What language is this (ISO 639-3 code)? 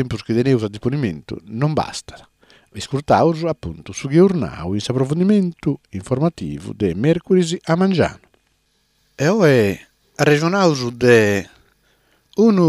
srd